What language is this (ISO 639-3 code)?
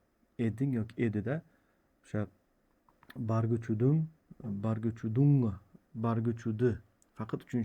uzb